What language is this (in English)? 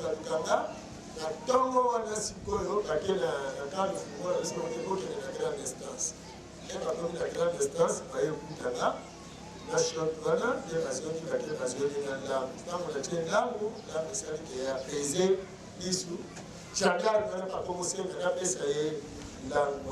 Lingala